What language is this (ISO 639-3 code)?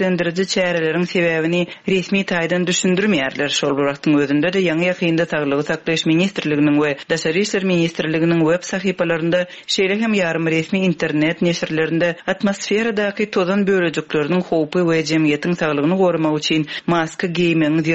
tuk